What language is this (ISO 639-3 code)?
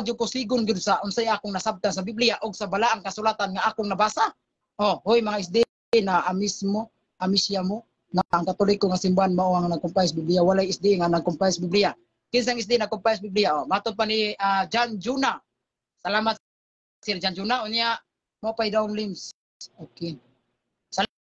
ceb